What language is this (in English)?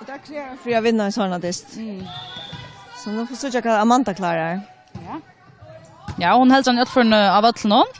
Faroese